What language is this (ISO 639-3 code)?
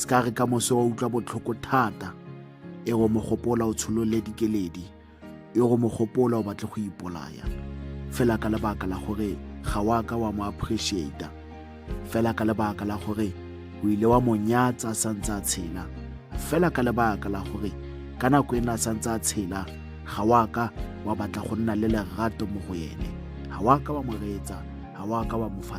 tsn